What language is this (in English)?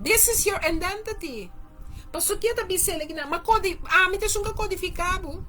Papiamento